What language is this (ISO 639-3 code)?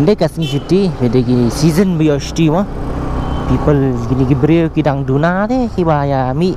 kha